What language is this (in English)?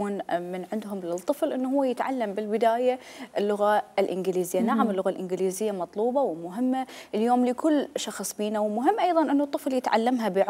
Mesopotamian Arabic